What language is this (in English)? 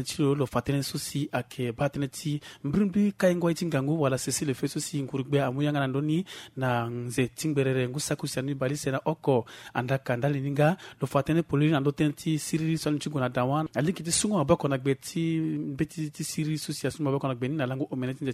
Sango